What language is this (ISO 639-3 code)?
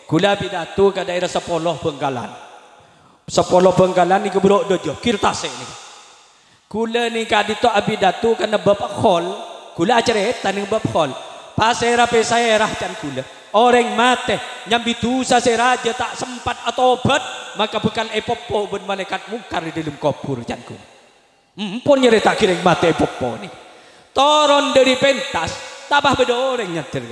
mad